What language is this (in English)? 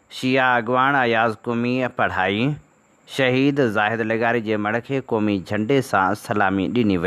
Sindhi